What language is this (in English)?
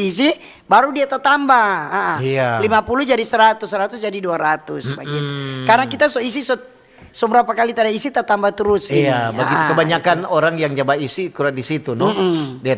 Manado Malay